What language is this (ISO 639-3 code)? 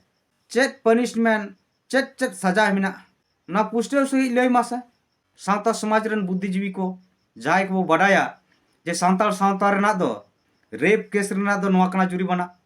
sat